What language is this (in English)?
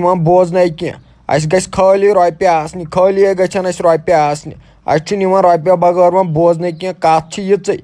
Kashmiri